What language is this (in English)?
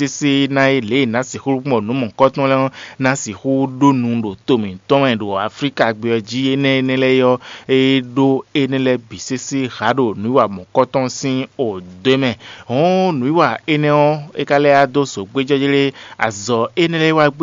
Fon